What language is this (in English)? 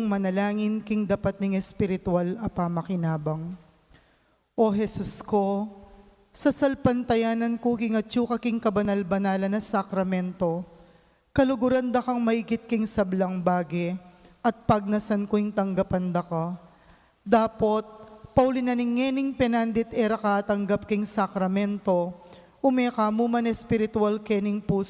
Pampanga